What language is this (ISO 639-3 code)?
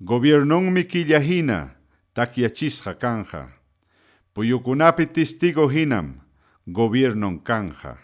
quy